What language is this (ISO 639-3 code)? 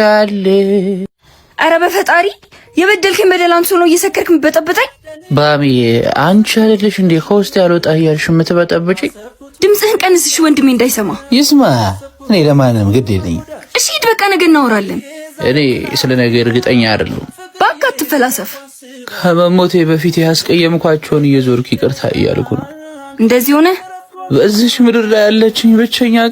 amh